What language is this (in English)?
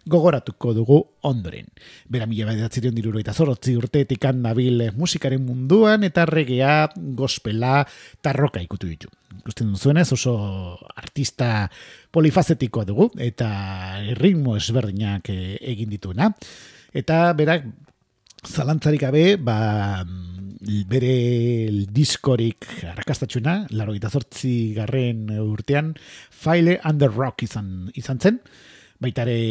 Basque